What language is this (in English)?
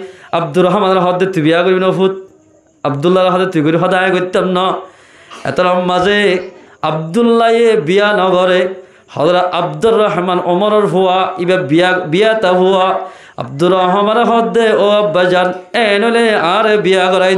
Rohingya